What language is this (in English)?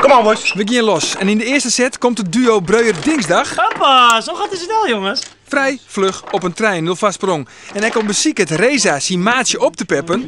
Western Frisian